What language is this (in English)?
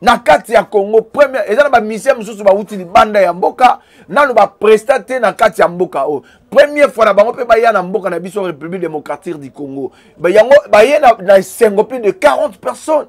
Lingala